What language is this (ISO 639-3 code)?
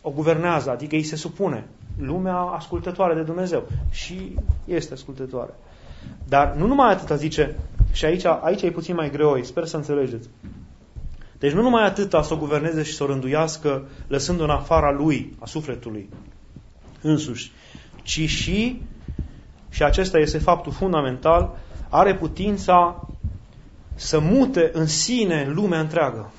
ron